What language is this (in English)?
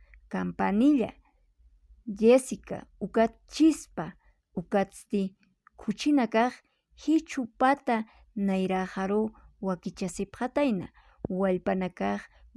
Aymara